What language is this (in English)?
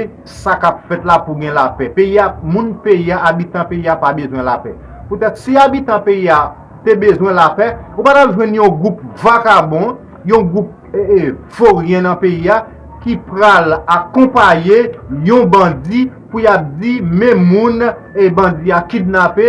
Haitian Creole